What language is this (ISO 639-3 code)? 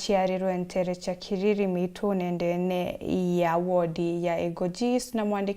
mer